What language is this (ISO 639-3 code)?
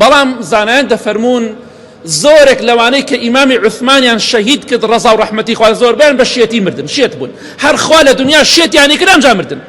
ckb